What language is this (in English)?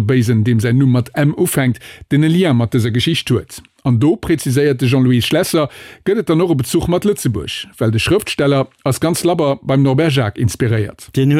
Luxembourgish